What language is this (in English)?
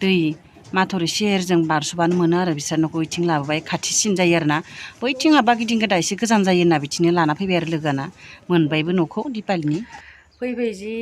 Bodo